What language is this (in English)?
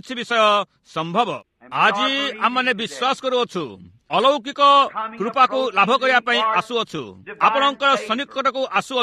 Odia